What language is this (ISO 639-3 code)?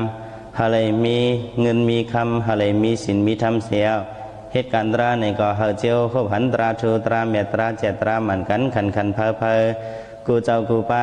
shn